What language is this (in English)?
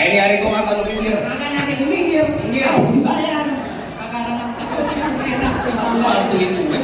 Betawi